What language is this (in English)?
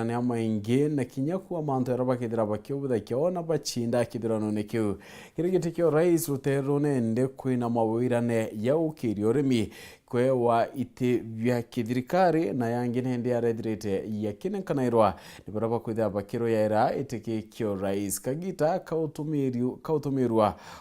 Meru